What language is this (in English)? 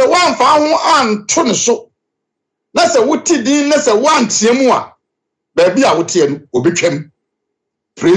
Akan